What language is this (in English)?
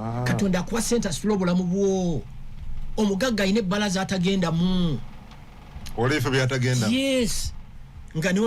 Ganda